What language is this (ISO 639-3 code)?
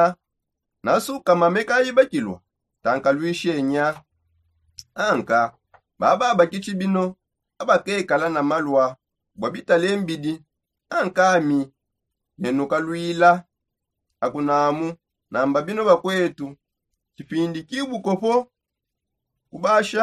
sop